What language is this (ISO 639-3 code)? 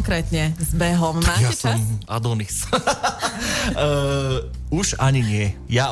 slk